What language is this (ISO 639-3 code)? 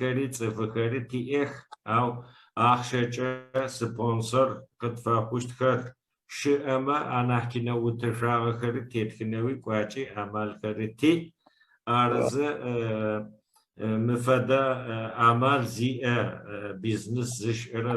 ady